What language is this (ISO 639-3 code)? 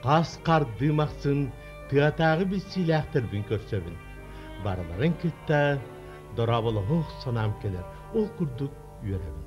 sah